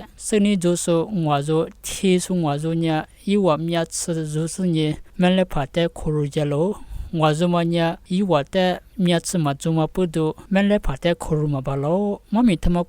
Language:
Lisu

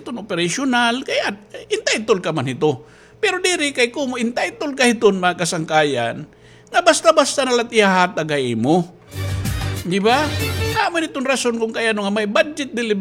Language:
Waray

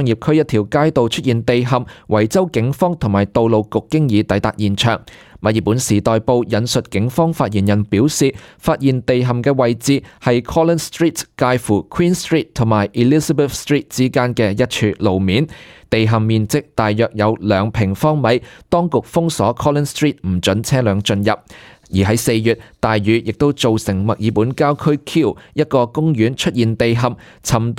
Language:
Cantonese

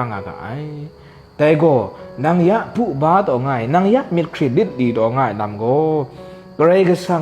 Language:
Kachin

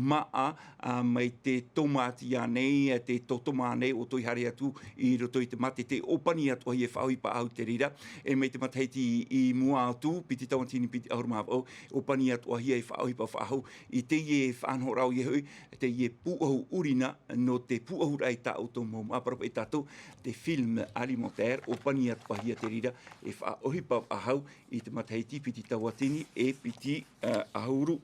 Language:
Tahitian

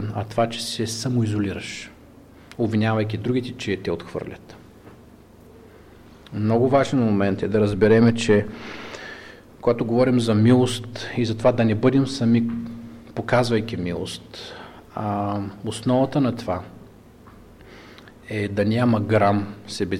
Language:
Bulgarian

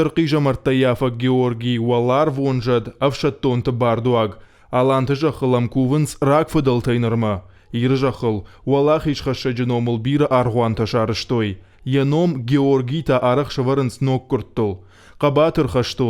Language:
Ossetic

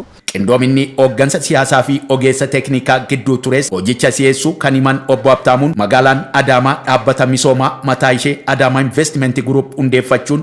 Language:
Oromo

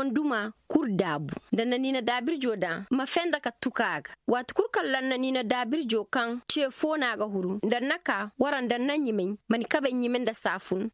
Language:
Zarma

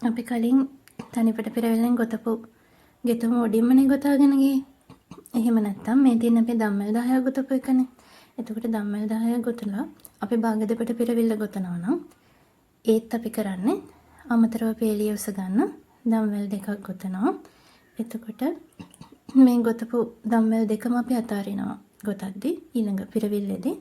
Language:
Sinhala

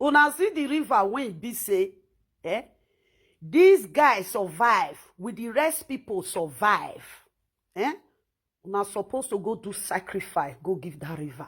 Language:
Nigerian Pidgin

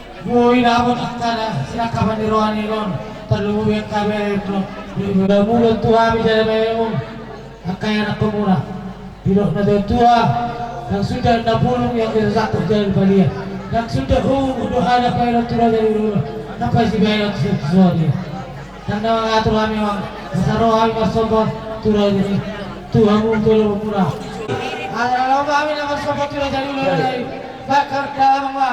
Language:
Batak Toba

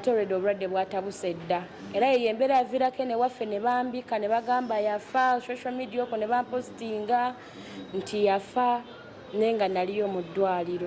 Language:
Ganda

